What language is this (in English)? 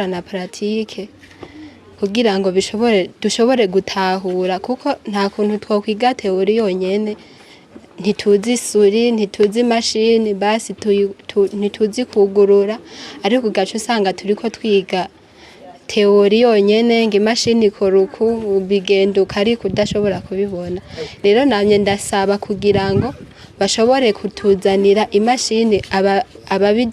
Rundi